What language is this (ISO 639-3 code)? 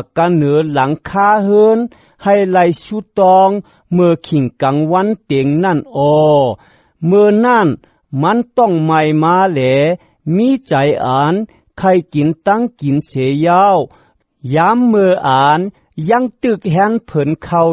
shn